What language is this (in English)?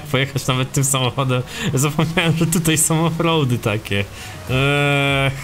Polish